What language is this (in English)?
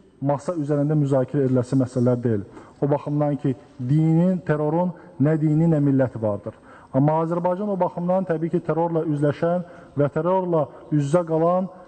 Azerbaijani